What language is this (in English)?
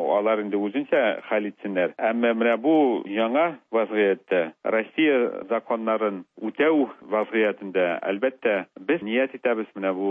Tatar